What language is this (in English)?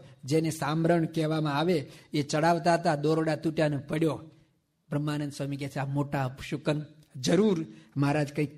Gujarati